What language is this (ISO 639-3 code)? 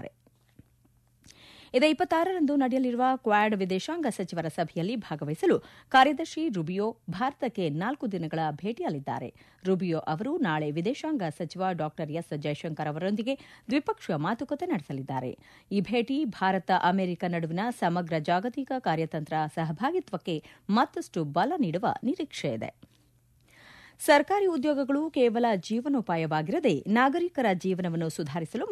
kan